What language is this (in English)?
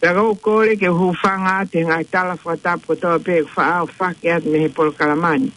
Tongan